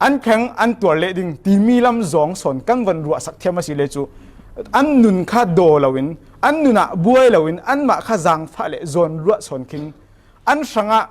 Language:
Falam Chin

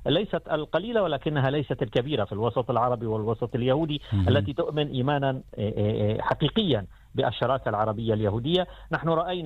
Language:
Arabic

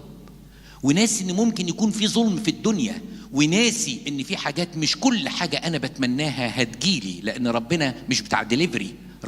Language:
Egyptian Arabic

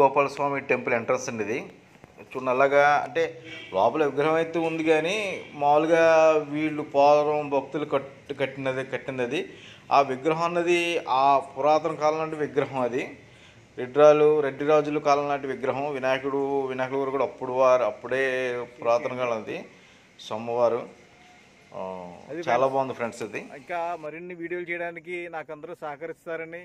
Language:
Telugu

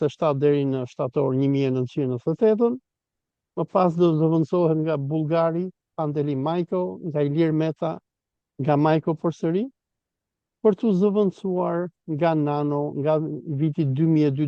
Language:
Albanian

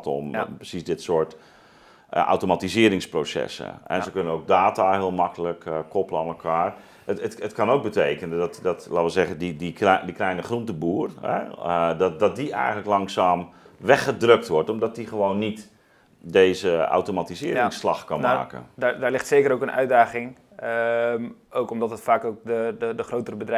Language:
Dutch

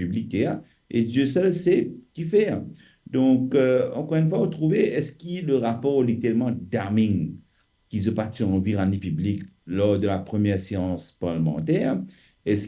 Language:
Morisyen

